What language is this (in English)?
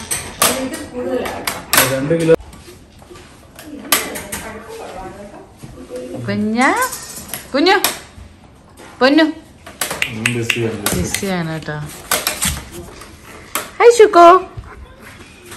Malayalam